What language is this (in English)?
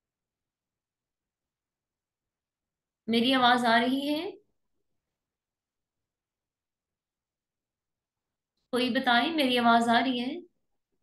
Urdu